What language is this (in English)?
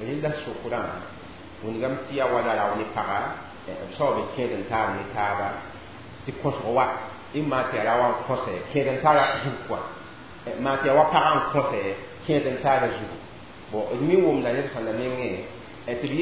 Mossi